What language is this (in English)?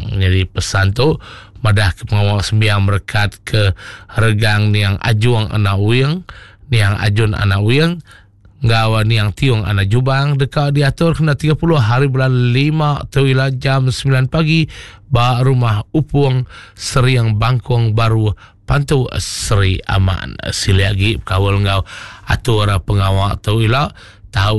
Iban